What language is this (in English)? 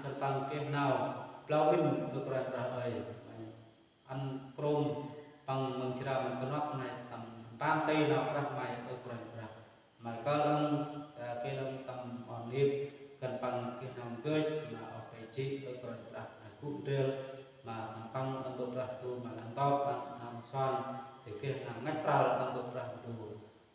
Central Mnong